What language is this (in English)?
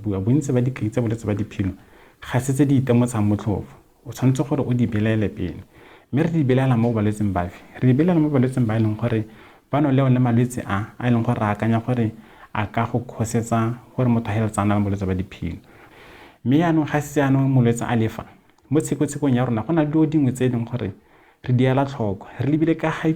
Tswana